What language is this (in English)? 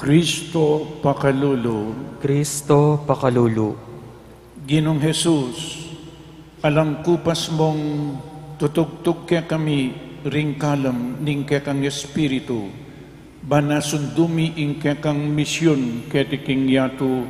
Pampanga